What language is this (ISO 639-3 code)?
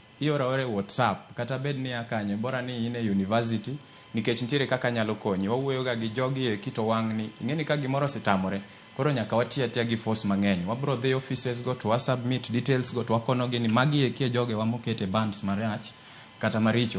luo